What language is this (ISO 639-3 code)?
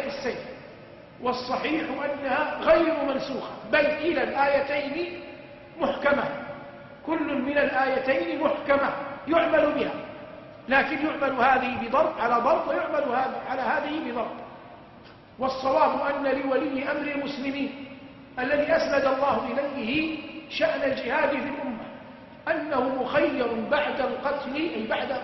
ara